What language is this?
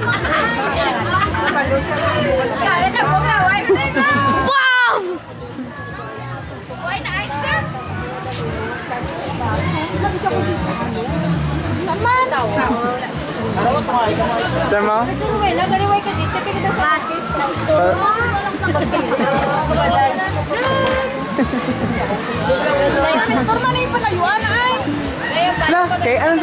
Filipino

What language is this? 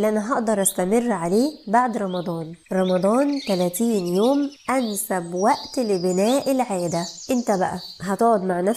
Egyptian Arabic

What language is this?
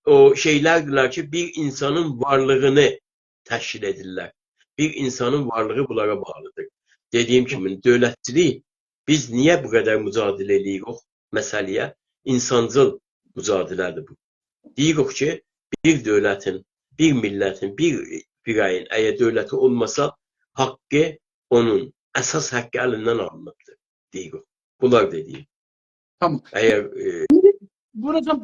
South Azerbaijani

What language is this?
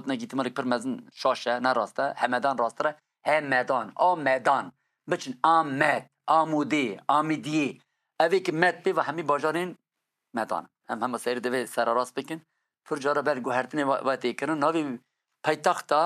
Kurdish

